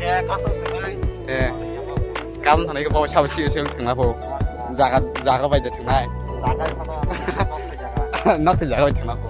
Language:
Kok Borok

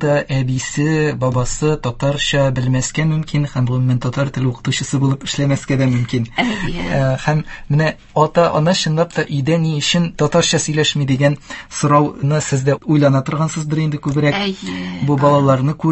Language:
Tatar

